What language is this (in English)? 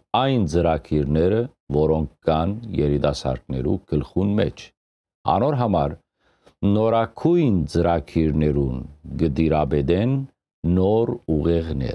Western Armenian